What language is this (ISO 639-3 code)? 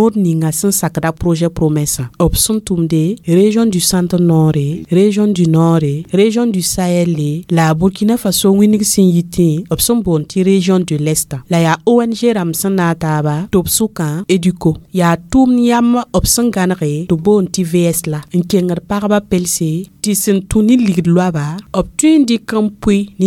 mos